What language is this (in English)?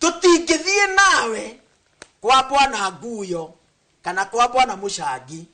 Kikuyu